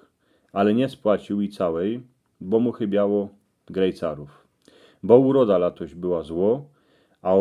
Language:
Silesian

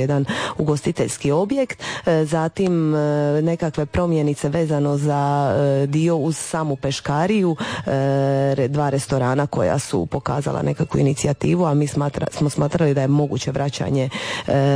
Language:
Croatian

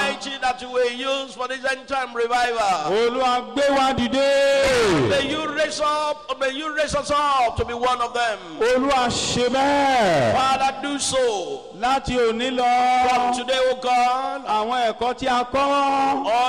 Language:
Yoruba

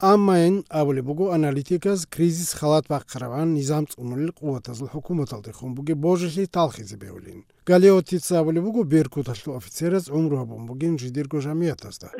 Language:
Avaric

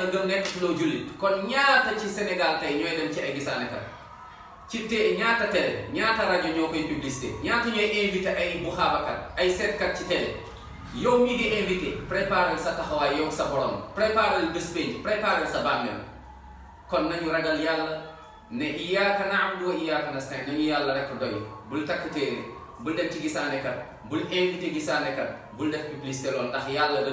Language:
Wolof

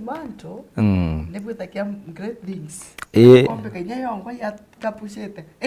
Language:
Meru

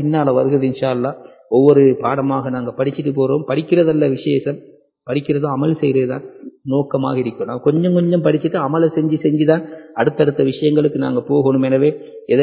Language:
Tamil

